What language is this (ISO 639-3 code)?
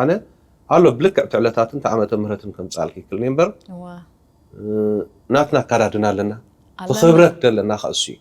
tir